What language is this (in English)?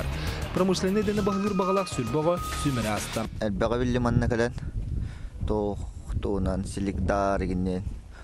Yakut